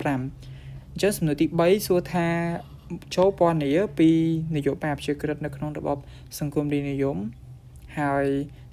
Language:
Khmer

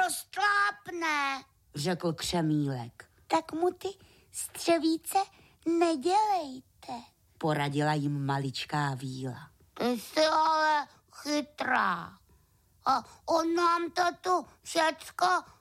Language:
Czech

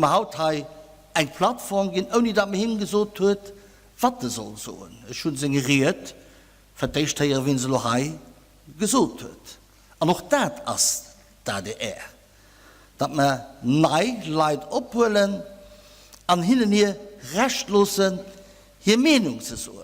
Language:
Luxembourgish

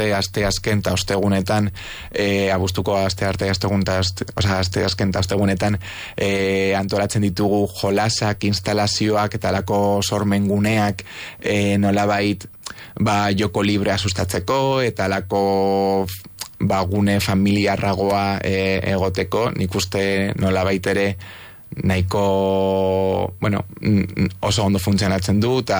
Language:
Basque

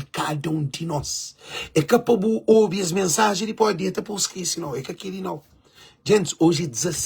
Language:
Kabuverdianu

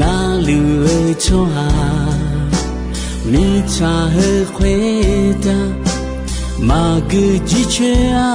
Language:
Akha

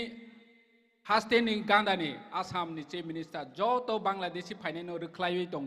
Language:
Kok Borok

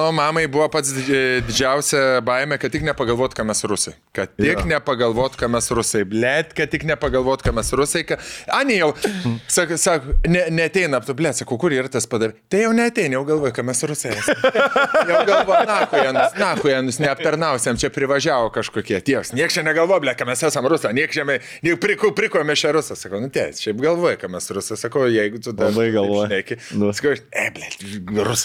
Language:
Lithuanian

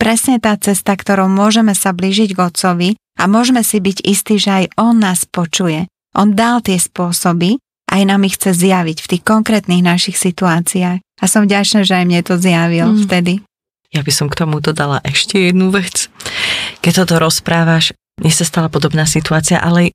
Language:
Slovak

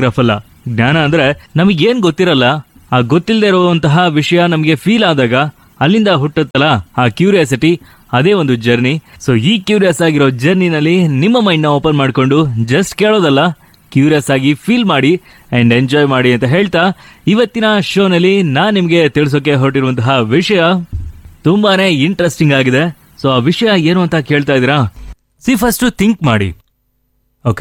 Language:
Kannada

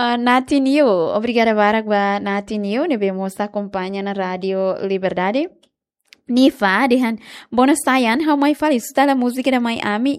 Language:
Tetum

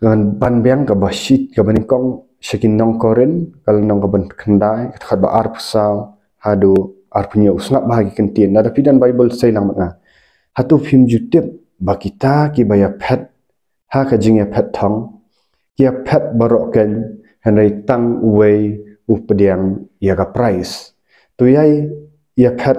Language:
Khasi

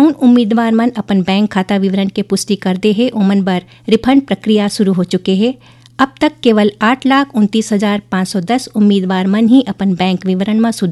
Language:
Chhattisgarhi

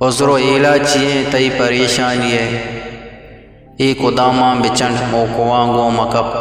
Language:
Eastern Balochi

